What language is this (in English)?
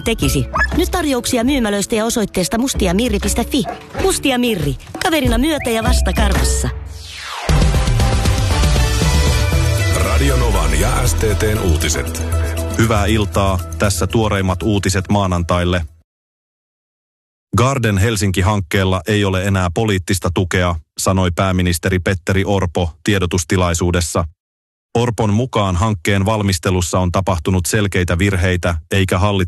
Finnish